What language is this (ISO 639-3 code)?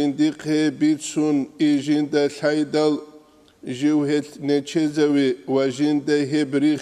ava